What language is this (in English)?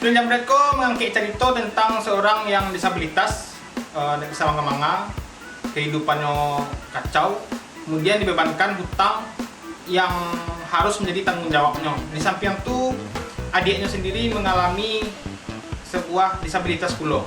Minangkabau